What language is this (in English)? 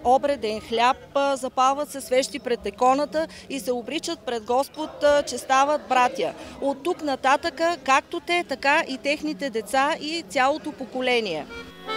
Bulgarian